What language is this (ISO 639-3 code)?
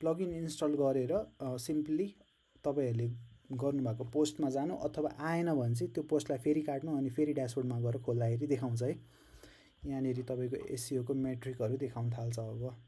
nep